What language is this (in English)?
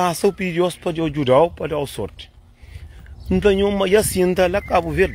Kabuverdianu